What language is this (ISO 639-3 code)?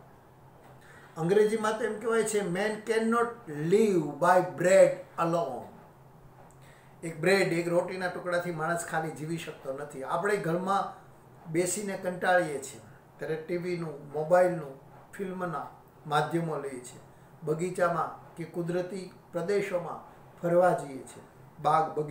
guj